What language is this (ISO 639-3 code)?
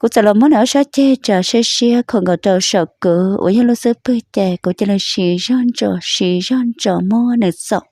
hmn